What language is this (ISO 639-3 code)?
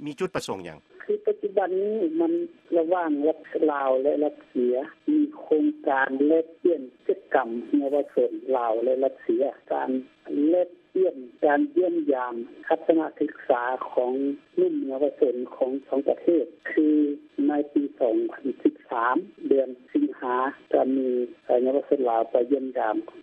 lao